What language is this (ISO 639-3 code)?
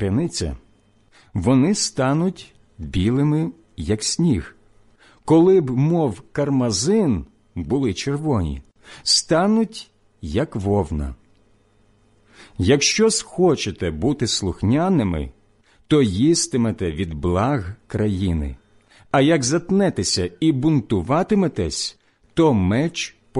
ukr